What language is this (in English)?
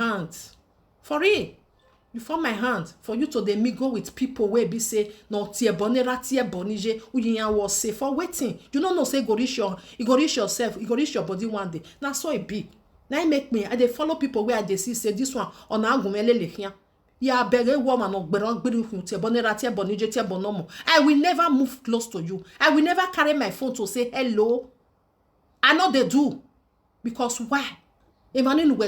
Nigerian Pidgin